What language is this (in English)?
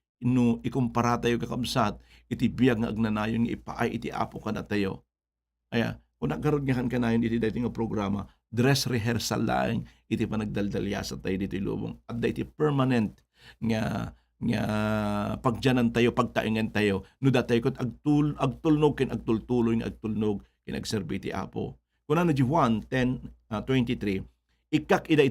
Iloko